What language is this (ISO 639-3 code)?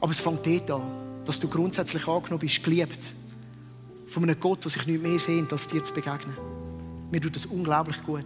gsw